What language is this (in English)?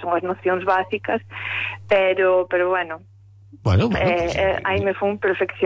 Galician